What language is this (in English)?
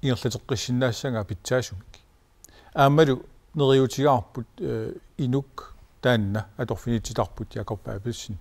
Kalaallisut